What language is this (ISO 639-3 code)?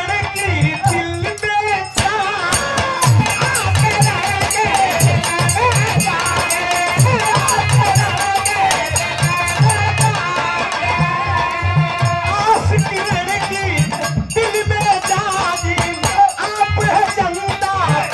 bho